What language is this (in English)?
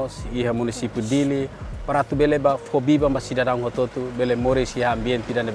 Tetum